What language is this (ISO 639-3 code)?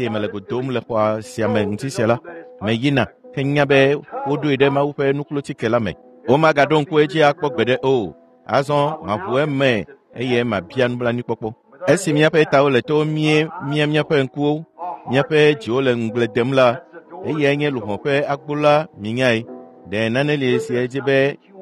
ewe